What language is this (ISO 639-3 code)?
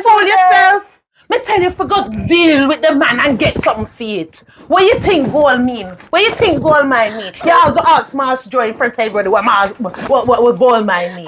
jam